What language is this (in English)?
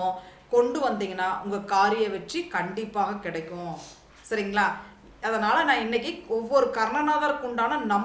Tamil